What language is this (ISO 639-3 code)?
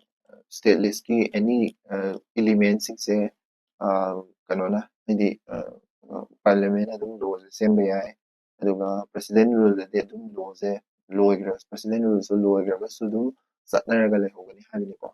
mni